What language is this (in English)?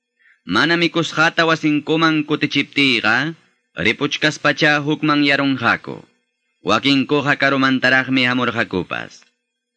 Quechua